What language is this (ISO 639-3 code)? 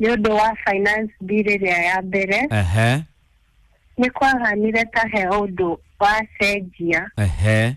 kik